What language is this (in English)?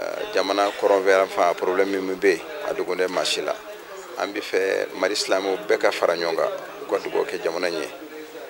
Bambara